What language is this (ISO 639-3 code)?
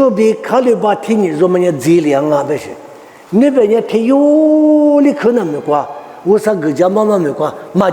lis